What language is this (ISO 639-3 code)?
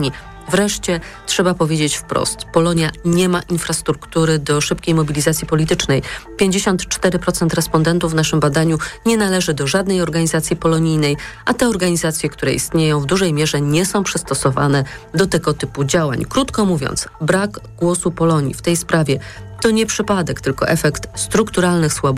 pol